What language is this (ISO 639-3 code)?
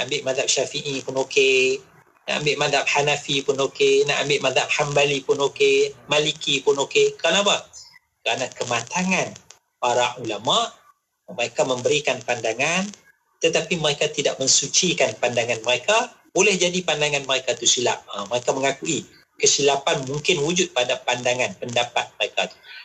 msa